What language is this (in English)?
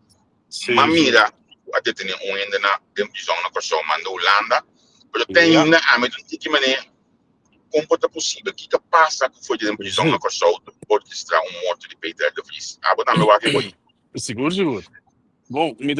Papiamento